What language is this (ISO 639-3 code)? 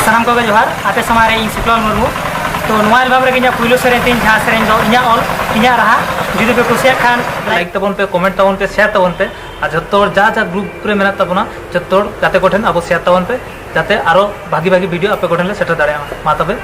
sat